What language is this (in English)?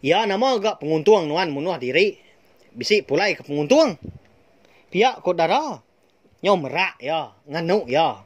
Iban